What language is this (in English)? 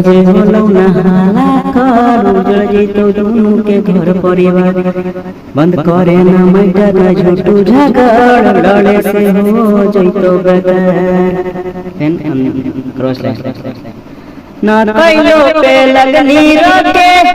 Magahi